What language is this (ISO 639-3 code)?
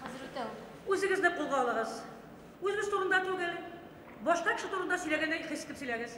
bak